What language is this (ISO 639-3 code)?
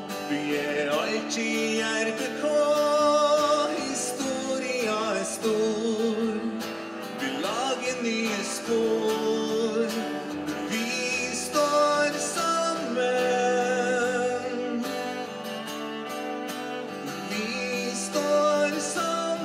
nor